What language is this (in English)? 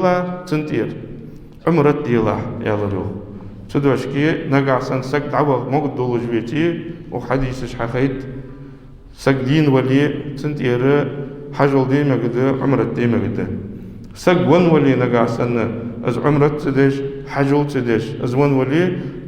Ingush